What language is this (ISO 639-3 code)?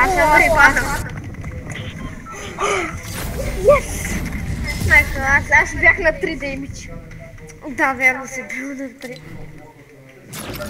bul